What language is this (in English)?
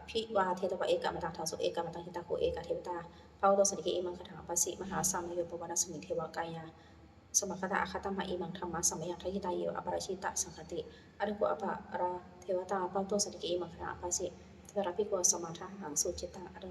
Pali